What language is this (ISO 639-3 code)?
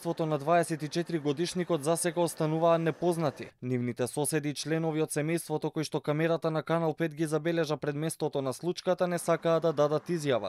mkd